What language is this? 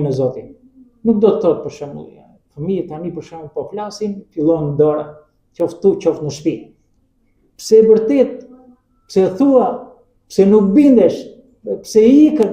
Albanian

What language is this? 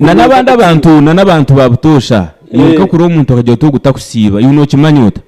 Nyankole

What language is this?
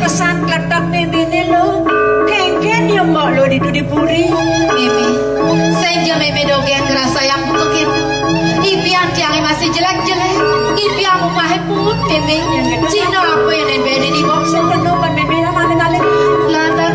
Balinese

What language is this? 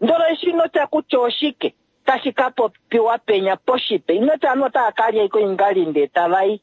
Kuanyama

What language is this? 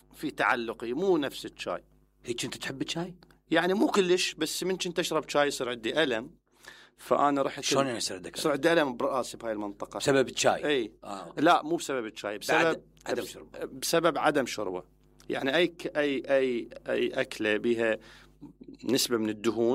Mesopotamian Arabic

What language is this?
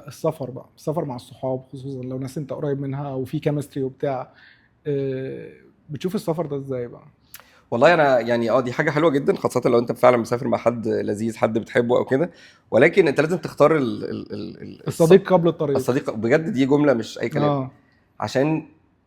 Egyptian Arabic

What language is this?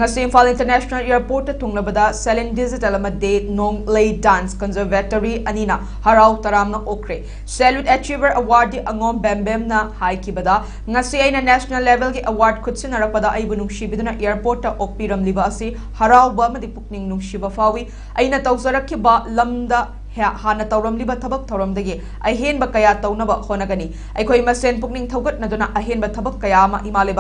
Manipuri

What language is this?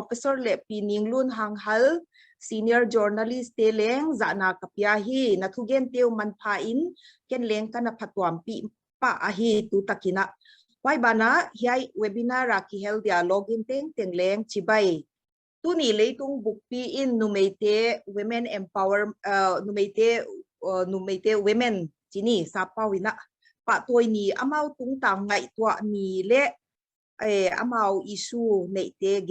Paite Chin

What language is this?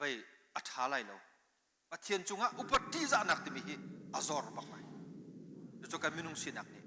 Hakha Chin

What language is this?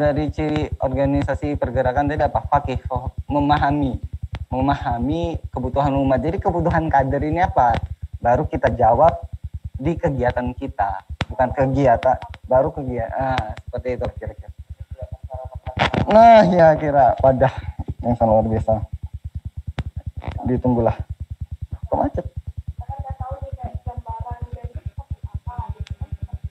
Indonesian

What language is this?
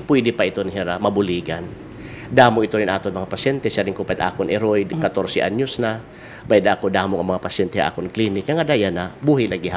Waray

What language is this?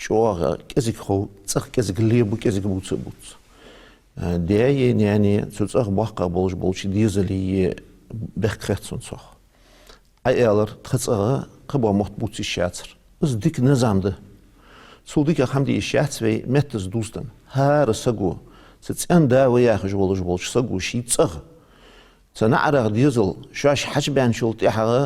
Ingush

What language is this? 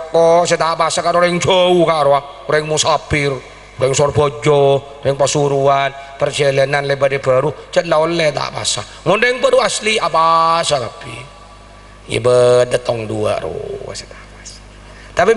Madurese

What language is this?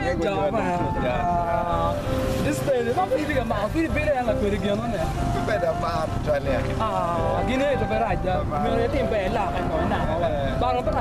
Acoli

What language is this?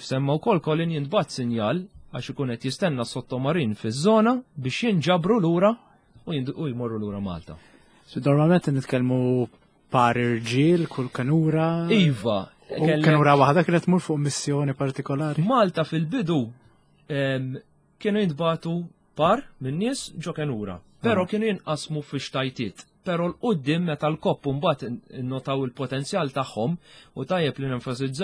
Maltese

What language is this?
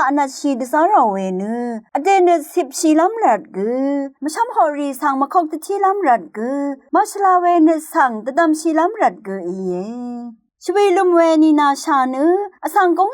Rawang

